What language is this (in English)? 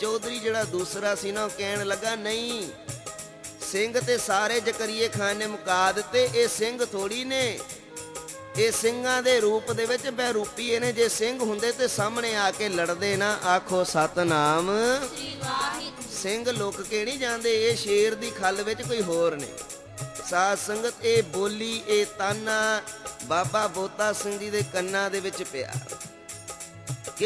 Punjabi